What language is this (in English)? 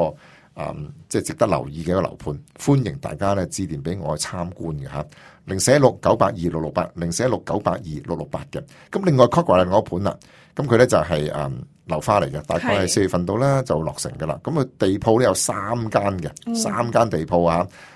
Cantonese